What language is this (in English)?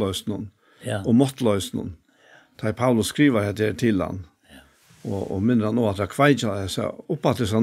Faroese